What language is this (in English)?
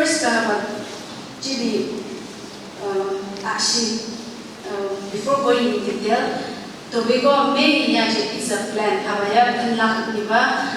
Phom Naga